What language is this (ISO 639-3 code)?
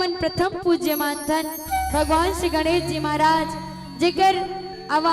hne